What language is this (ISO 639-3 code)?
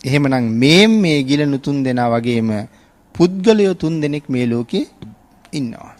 sin